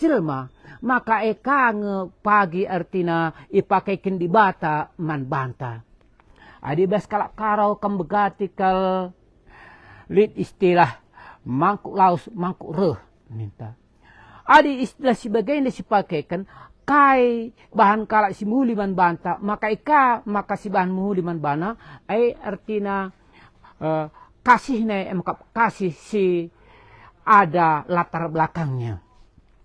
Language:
Batak Karo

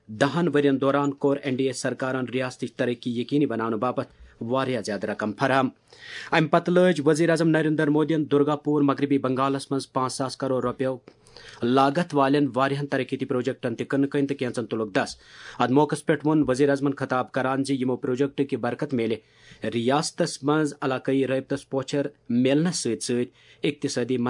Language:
Kashmiri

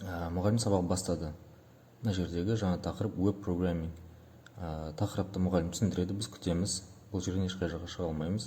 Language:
Kazakh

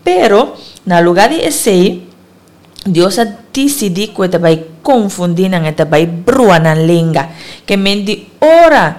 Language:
Papiamento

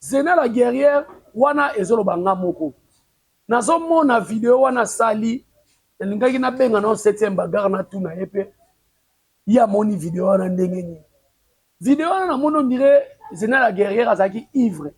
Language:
Lingala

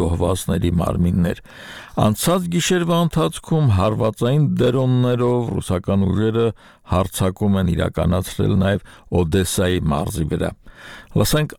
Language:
Armenian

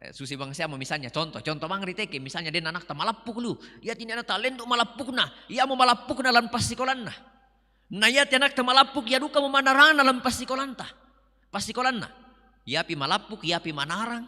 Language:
Toraja-Sa'dan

